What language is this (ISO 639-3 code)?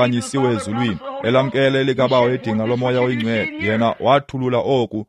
xho